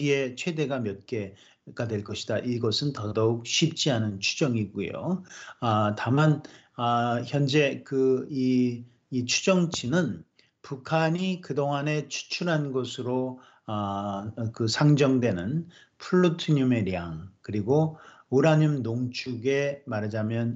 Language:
Korean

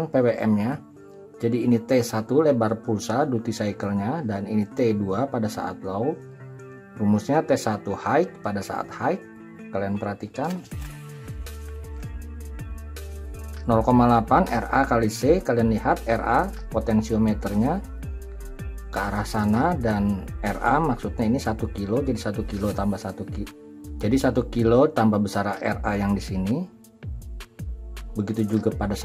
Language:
Indonesian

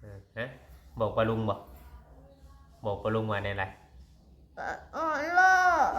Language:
Northeastern Thai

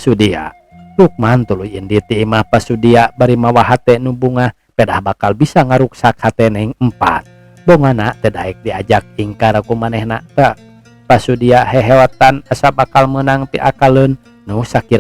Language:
Sundanese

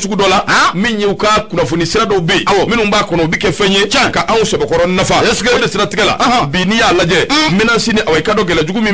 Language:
Bambara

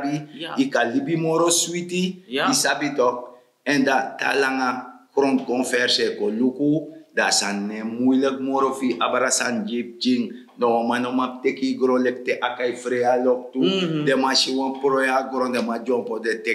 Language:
Sranan Tongo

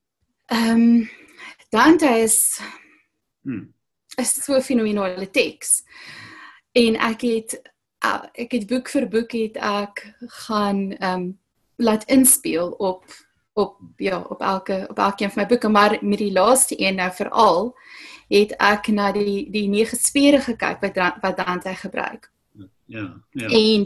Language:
Afrikaans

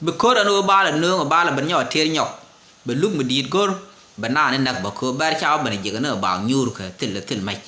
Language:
Nuer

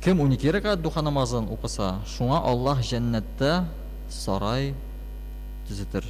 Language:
Tatar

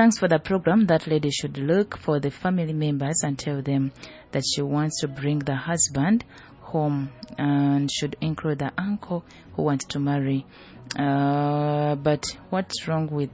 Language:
Nyoro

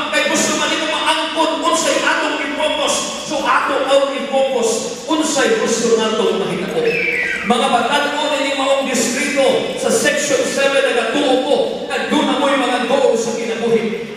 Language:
Cebuano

